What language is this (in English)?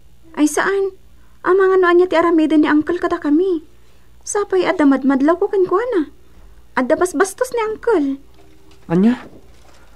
Iloko